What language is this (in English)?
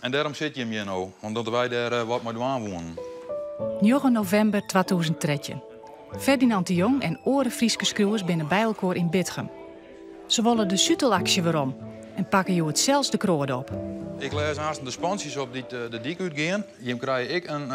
Western Frisian